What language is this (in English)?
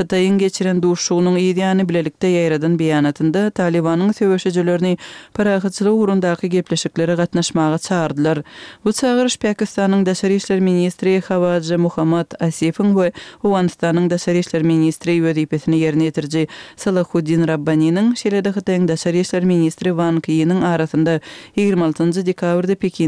Turkmen